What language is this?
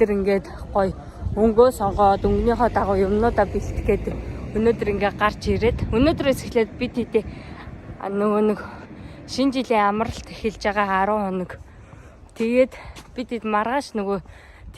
Mongolian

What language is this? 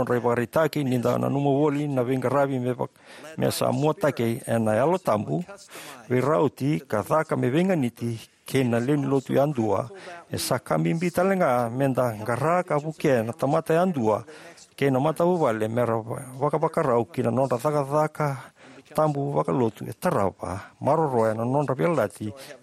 Fijian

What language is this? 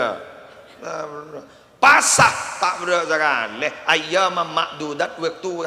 Madurese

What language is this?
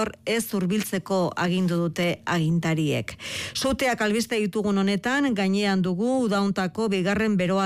Basque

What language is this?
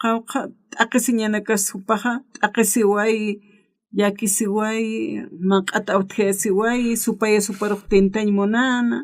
Aymara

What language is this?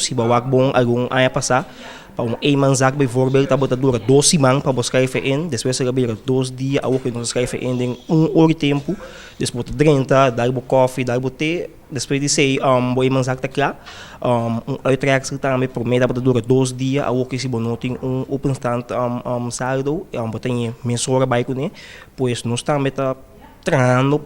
Papiamento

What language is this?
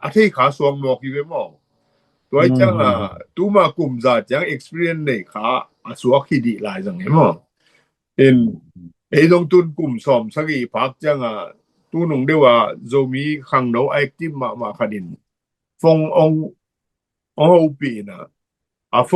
Tedim Chin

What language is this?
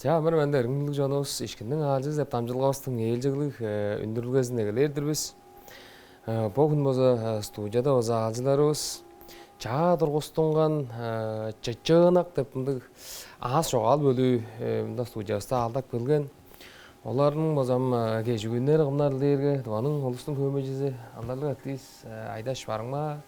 Tuvinian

